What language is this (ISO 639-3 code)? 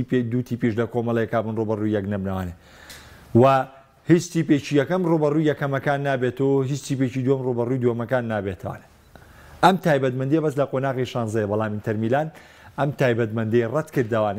ckb